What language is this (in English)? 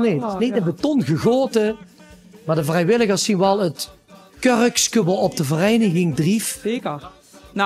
Limburgish